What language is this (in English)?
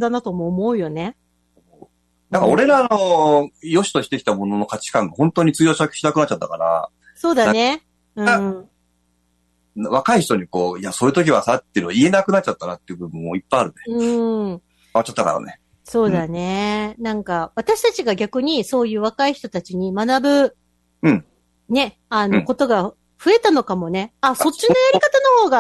Japanese